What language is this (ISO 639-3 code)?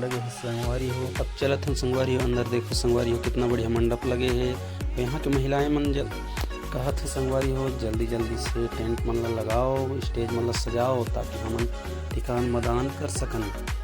hne